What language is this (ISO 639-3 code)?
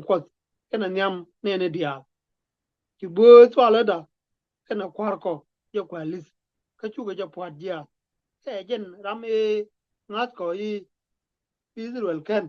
nus